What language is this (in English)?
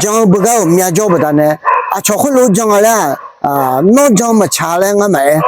Akha